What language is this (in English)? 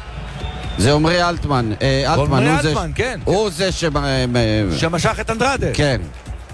Hebrew